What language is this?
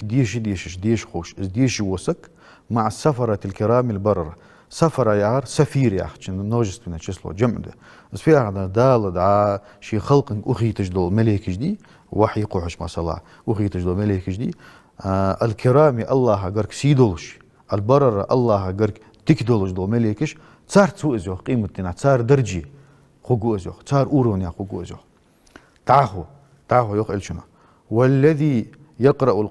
Ingush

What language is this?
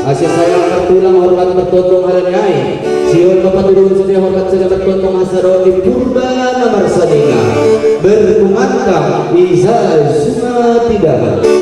Batak Simalungun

